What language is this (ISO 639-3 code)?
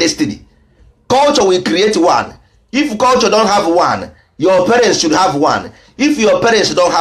ibo